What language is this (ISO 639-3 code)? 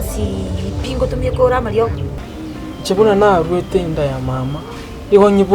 guz